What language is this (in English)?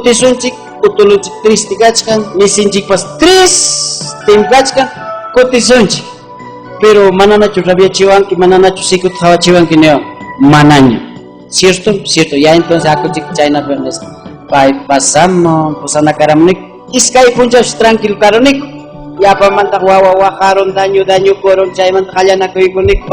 Ayacucho Quechua